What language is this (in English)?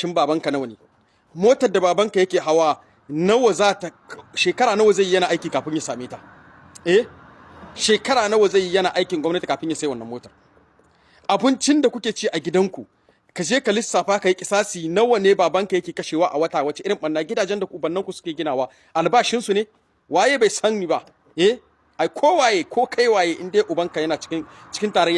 Hausa